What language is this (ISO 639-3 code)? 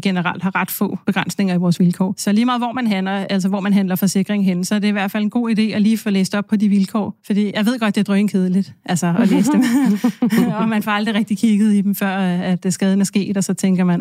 dan